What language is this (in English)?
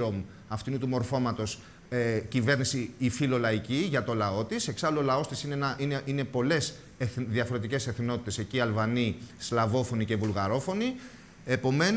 Greek